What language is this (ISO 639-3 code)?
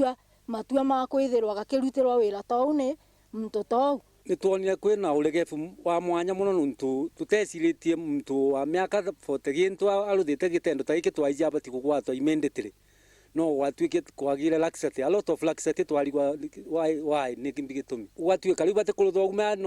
mer